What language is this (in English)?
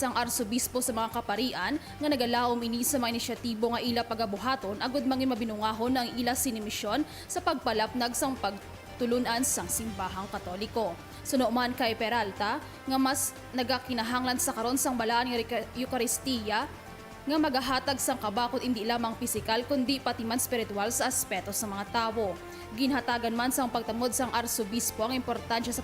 Hiligaynon